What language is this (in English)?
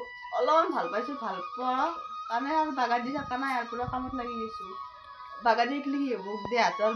Assamese